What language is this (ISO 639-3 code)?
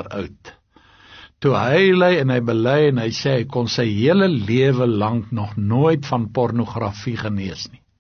afr